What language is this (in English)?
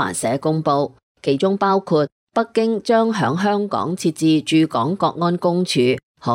Cantonese